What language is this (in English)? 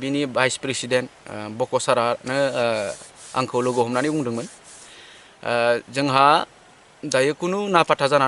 Bodo